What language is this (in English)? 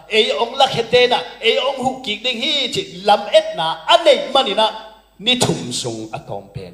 Tedim Chin